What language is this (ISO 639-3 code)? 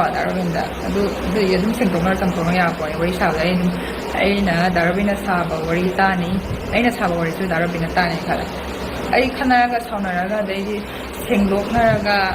mni